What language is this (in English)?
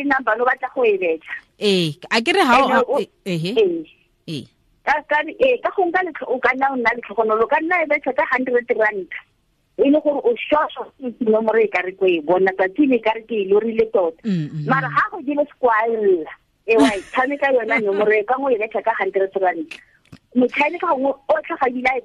Tswana